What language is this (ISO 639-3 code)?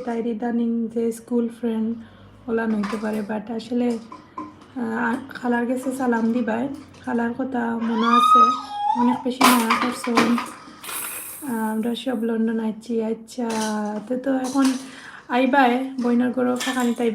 syl